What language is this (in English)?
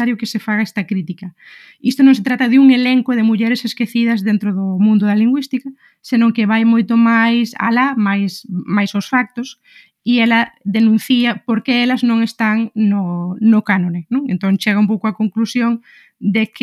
Galician